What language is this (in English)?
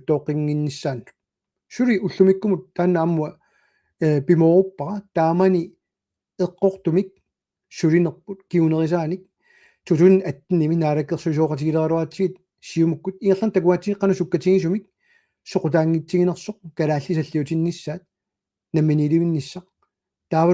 Kalaallisut